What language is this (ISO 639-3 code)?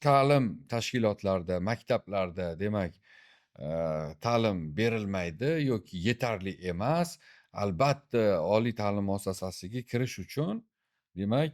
uzb